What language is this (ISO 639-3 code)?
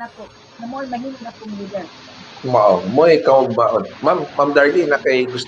ceb